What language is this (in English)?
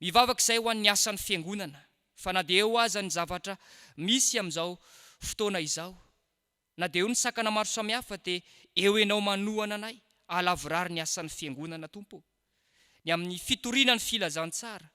Malagasy